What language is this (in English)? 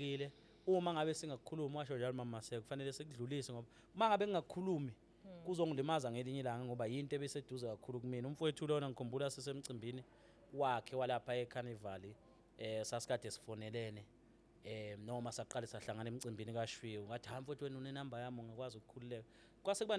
Zulu